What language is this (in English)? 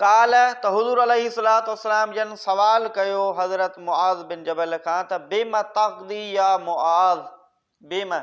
Sindhi